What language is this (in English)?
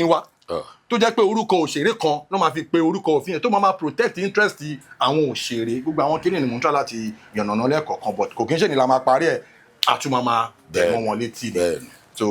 Yoruba